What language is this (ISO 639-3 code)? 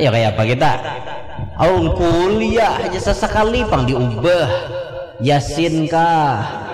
bjn